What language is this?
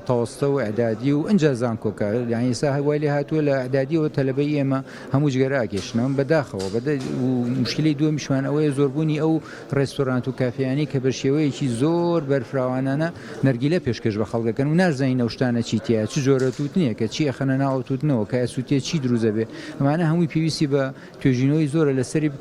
Central Kurdish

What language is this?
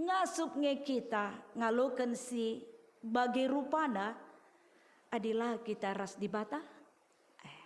Batak Karo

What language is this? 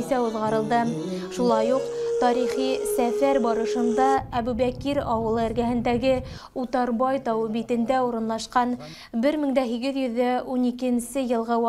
Bashkir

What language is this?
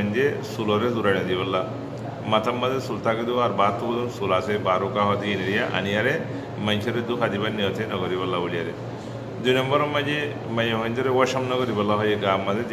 Rohingya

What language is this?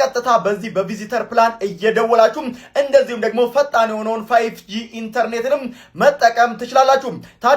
Amharic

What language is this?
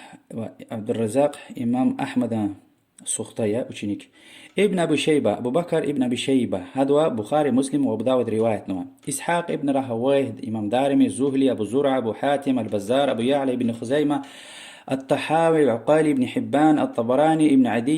Lezghian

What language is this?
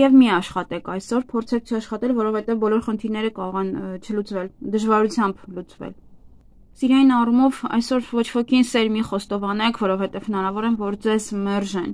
Armenian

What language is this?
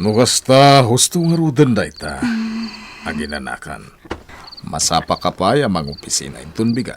Iloko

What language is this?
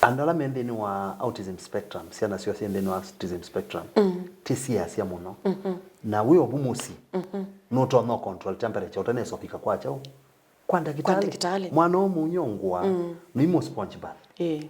Kamba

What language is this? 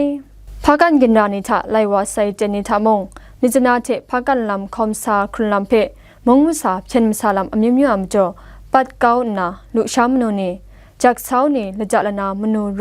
Kachin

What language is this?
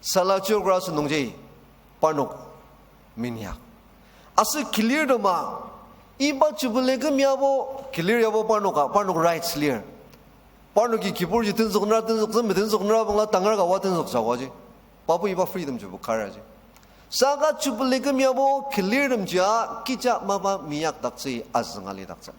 Ao Naga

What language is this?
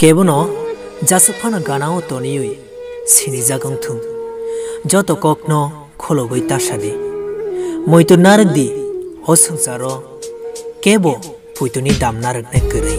Kok Borok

